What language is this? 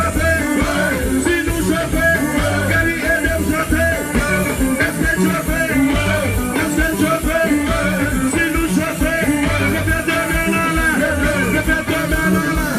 Haitian Creole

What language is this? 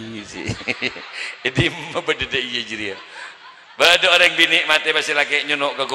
Madurese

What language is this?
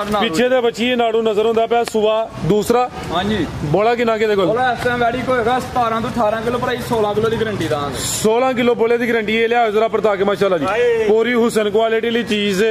Punjabi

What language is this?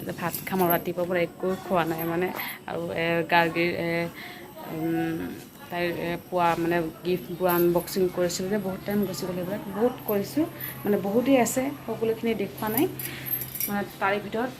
Assamese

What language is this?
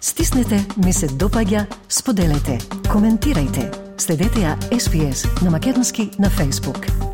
Macedonian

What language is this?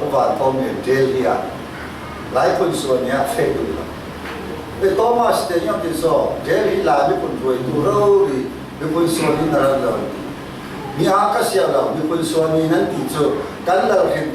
Falam Chin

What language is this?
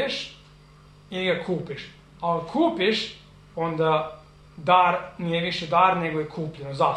Serbian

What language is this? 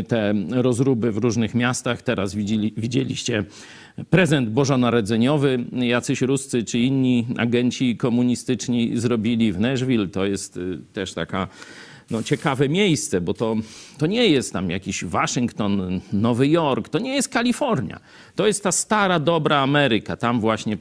Polish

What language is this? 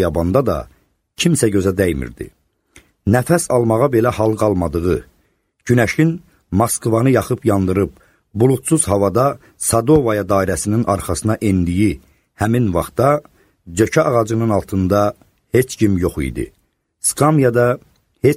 Azerbaijani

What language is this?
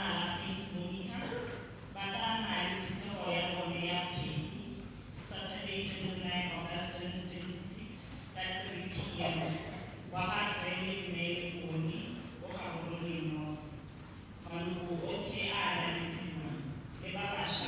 Tswana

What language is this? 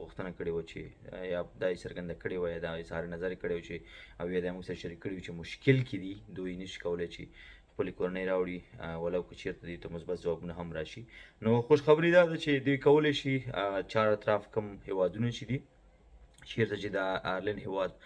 Pashto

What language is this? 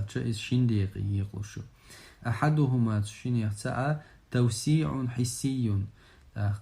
Chechen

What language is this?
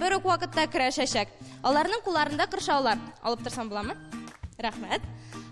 Tatar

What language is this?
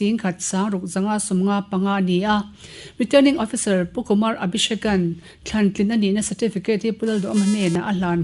Mizo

